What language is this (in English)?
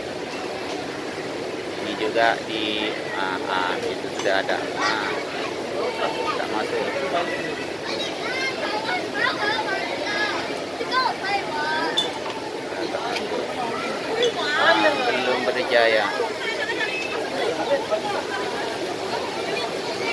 Malay